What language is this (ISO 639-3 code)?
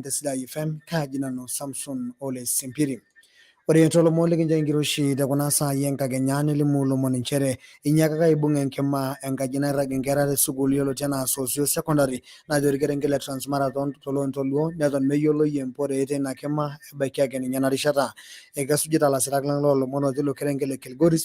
mas